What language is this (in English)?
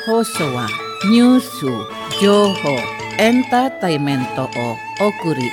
Japanese